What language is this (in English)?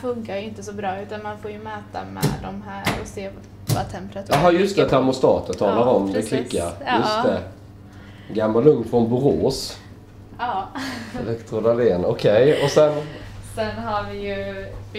Swedish